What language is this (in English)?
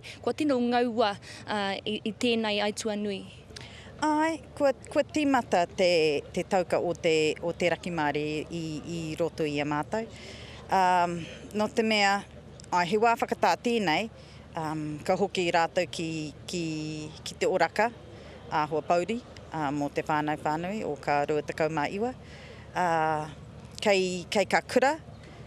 Māori